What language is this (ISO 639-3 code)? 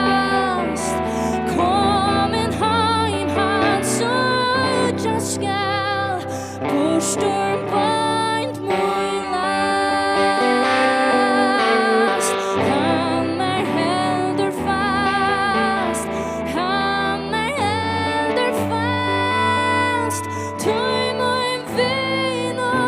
fao